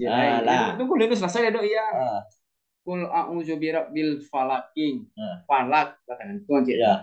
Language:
Minangkabau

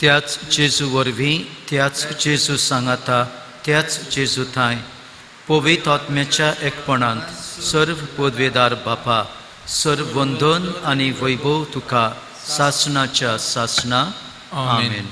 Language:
Konkani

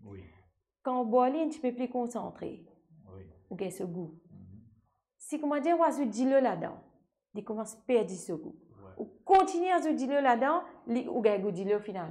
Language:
Morisyen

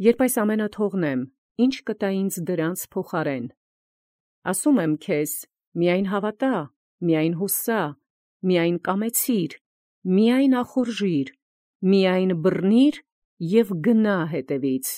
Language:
Armenian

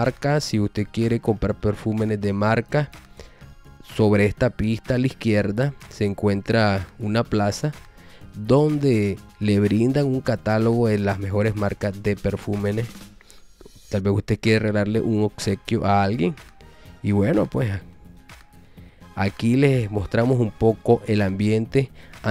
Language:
Spanish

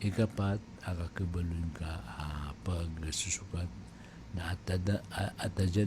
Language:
Maranao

